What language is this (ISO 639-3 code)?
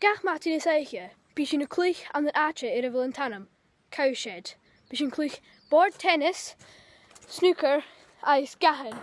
gla